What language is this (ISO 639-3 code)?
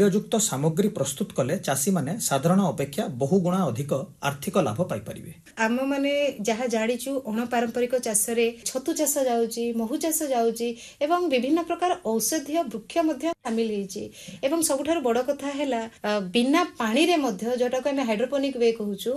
ori